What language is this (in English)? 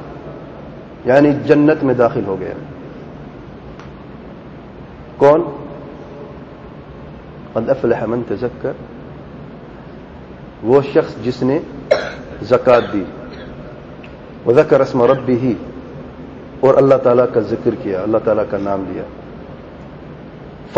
Urdu